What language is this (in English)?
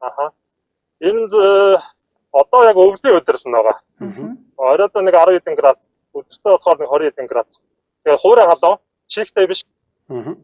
Mongolian